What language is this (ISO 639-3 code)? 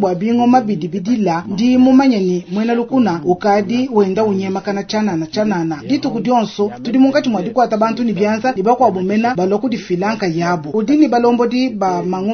lua